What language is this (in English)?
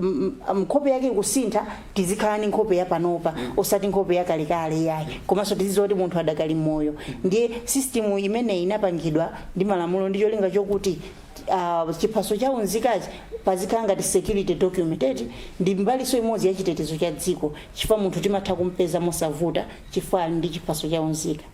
Nyanja